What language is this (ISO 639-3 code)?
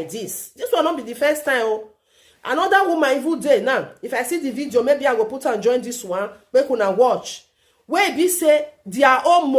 pcm